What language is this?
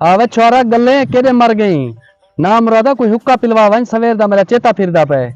Saraiki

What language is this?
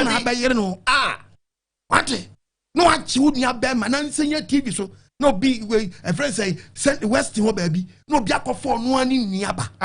Akan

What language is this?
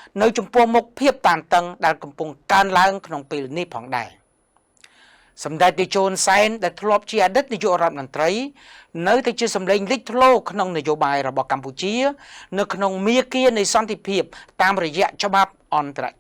Khmer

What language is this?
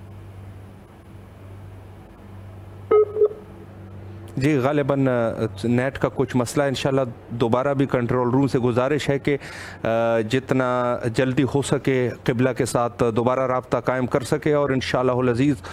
Urdu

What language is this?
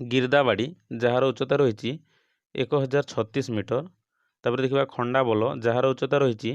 Odia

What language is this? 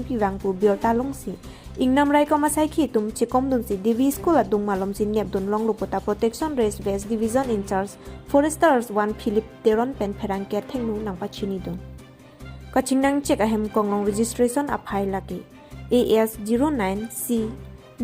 Karbi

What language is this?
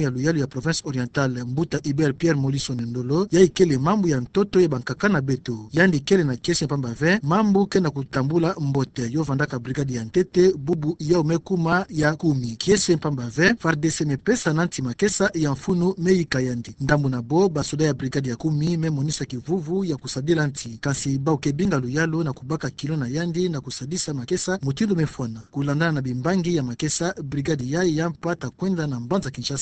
Kituba (Democratic Republic of Congo)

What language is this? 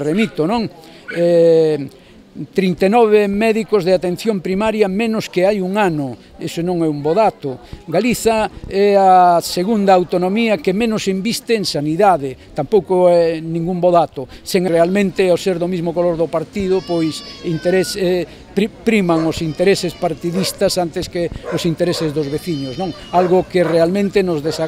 Galician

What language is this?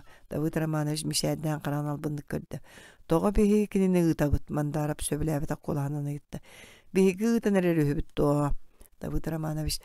Yakut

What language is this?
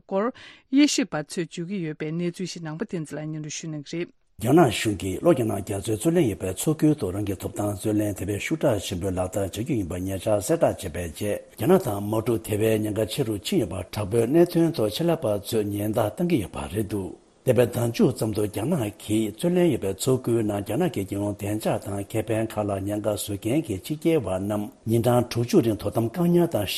Tibetan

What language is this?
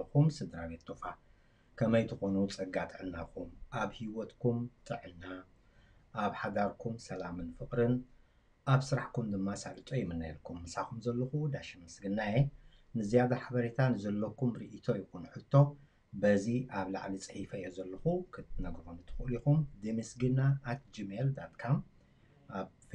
Tigrinya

